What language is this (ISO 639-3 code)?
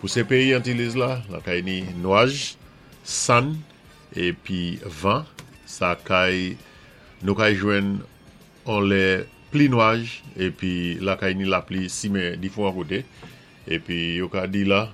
acf